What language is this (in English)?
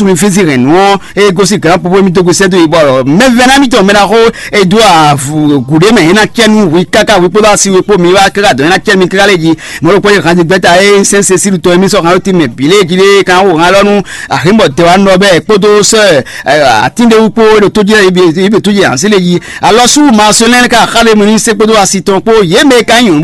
Fon